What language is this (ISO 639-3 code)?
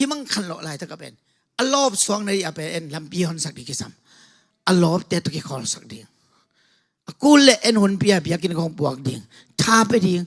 ctd